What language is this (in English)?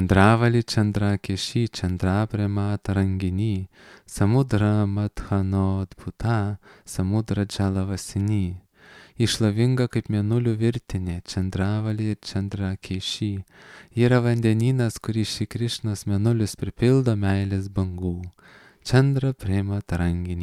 Lithuanian